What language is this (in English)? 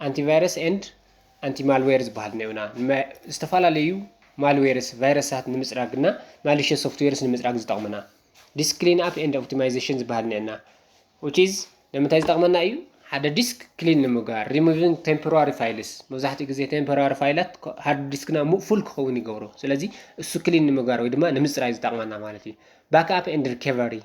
Tigrinya